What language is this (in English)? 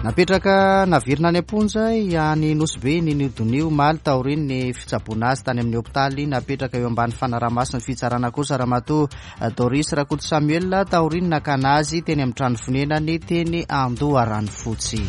Malagasy